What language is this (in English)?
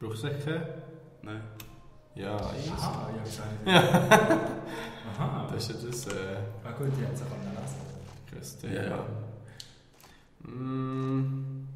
Swiss German